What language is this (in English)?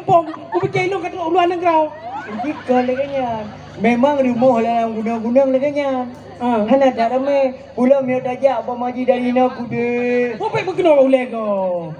Achinese